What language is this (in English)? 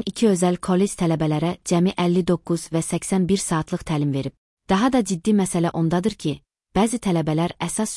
Azerbaijani